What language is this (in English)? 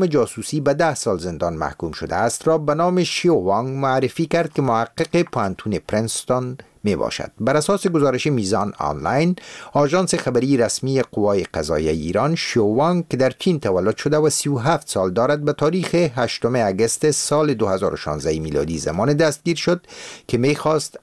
Persian